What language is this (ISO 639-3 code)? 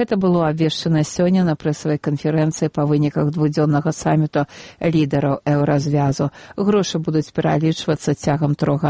bel